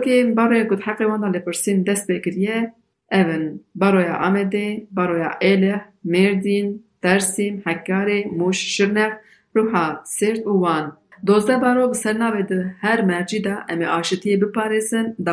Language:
Kurdish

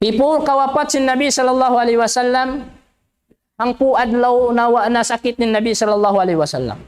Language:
Tausug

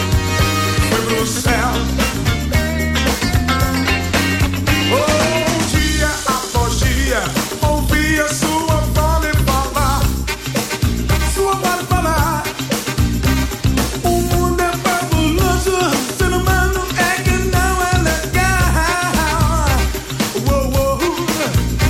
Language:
Portuguese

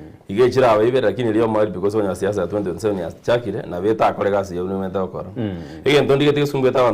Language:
Gusii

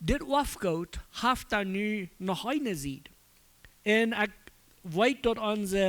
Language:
Plautdietsch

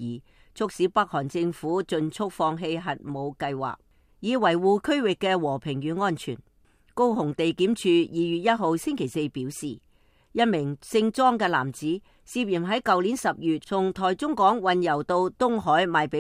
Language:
Cantonese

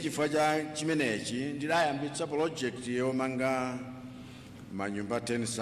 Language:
Nyanja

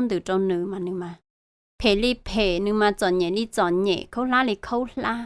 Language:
Hmong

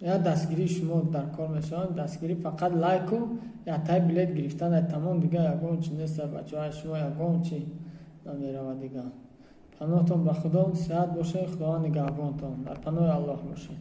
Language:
Tajik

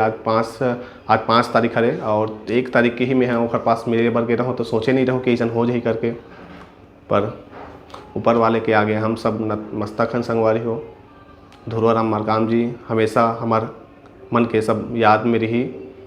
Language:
Chhattisgarhi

